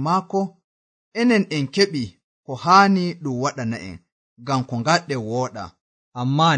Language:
Nigerian Fulfulde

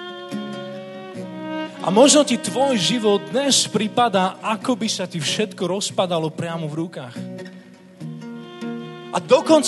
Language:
Slovak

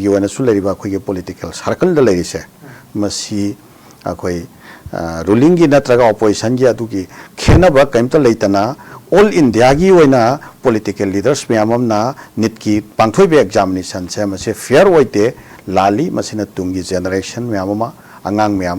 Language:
Manipuri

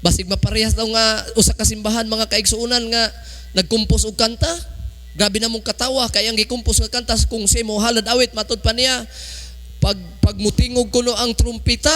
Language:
Cebuano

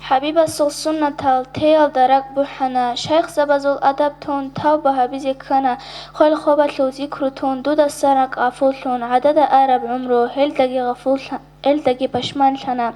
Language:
Avaric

